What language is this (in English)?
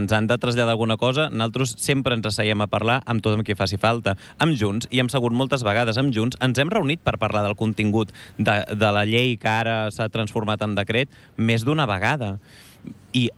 Catalan